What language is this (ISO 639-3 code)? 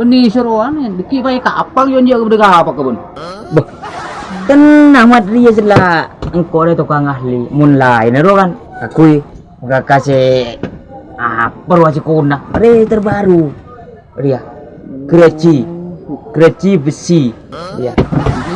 mad